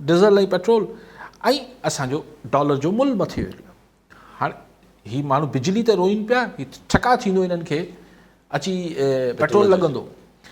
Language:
Sindhi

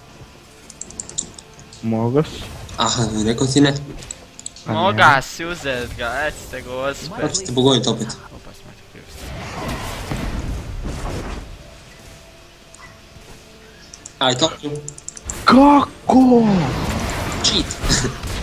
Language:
Croatian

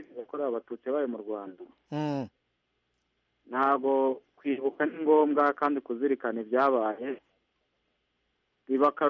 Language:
Kinyarwanda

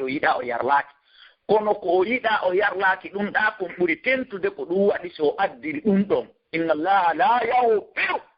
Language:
Fula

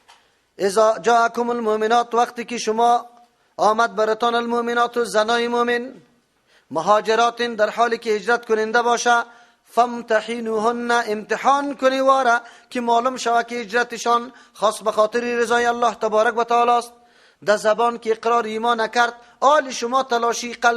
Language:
Persian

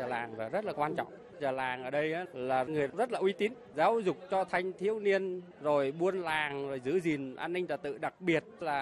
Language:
Vietnamese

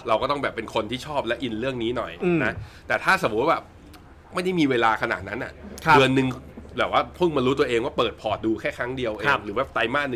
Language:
Thai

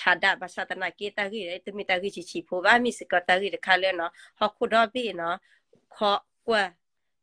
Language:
S'gaw Karen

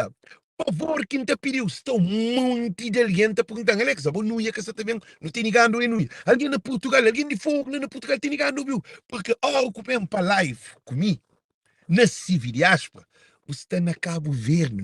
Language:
Kabuverdianu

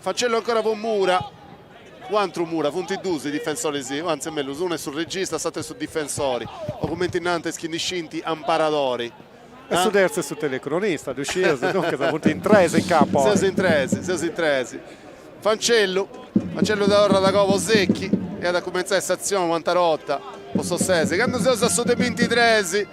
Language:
Sardinian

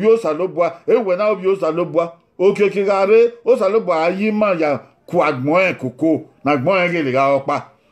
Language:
Bini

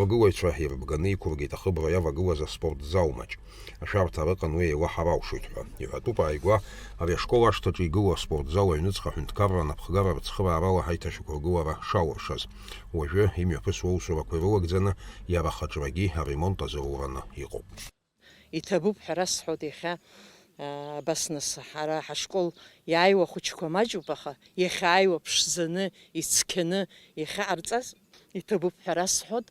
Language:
Abkhazian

